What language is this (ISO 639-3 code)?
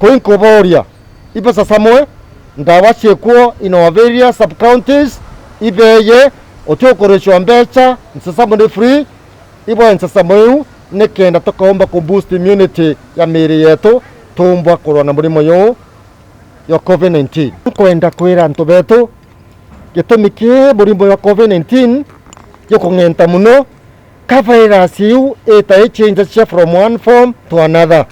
mer